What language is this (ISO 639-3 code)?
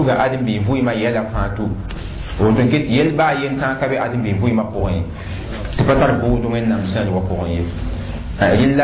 mos